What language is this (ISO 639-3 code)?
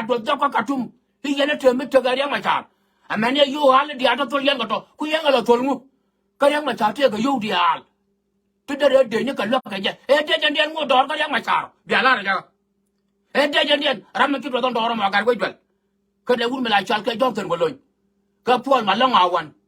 nus